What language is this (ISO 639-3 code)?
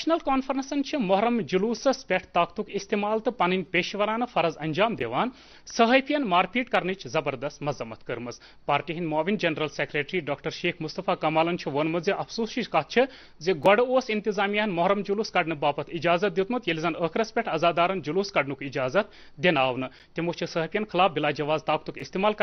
kas